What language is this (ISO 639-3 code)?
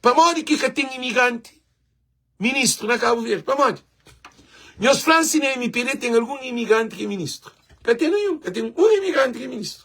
kea